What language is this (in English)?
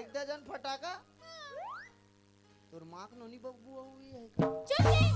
Chhattisgarhi